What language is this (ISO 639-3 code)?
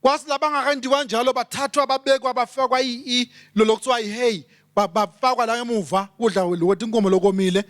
ssw